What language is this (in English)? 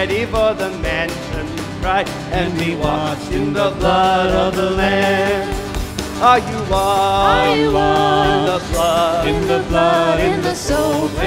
English